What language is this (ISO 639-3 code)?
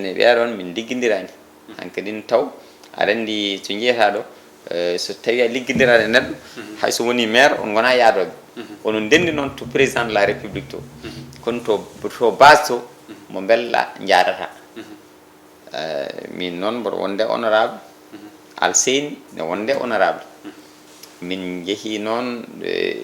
ful